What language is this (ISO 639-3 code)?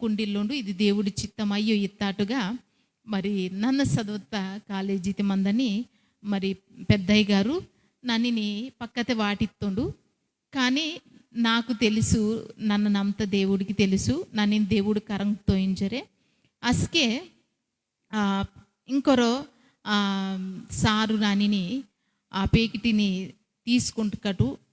kff